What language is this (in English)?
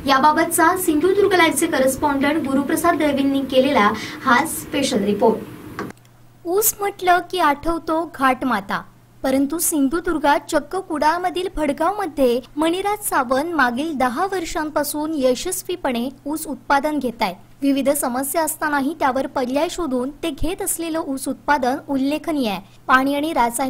Marathi